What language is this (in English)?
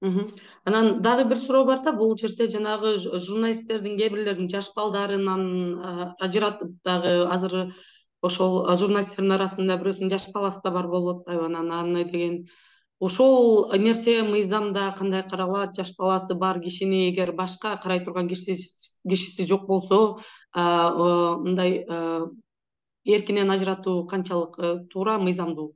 Kyrgyz